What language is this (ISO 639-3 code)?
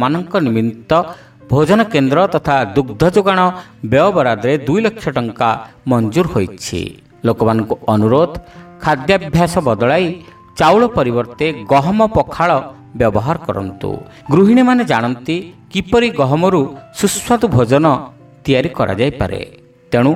ori